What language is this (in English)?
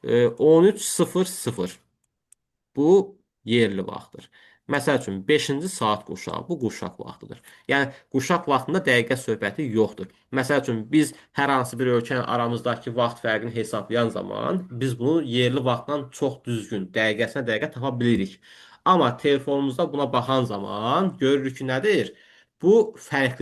Azerbaijani